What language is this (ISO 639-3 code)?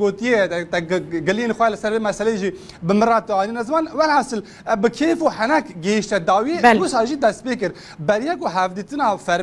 kur